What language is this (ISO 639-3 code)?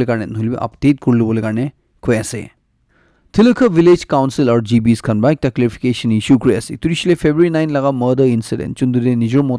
nag